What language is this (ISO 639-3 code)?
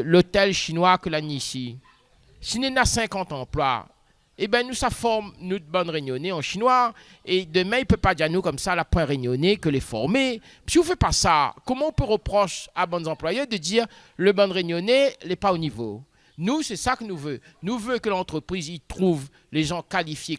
rcf